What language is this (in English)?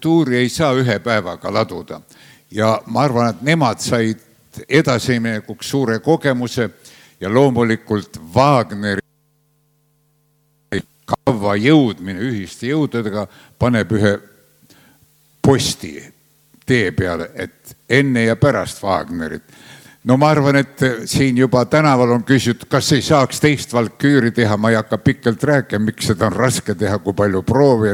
Estonian